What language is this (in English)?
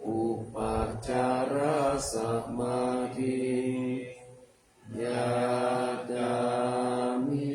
Pali